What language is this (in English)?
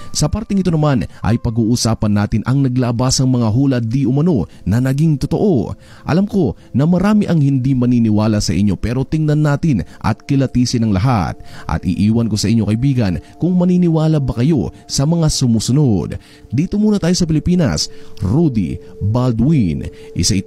Filipino